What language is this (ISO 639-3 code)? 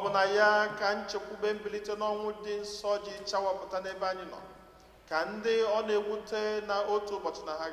ibo